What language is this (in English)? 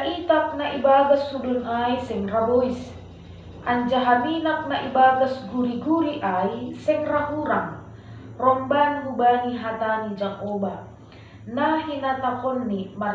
Batak Simalungun